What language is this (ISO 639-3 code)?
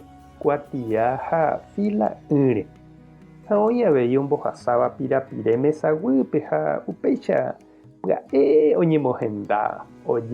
grn